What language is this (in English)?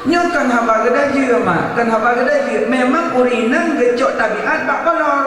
Achinese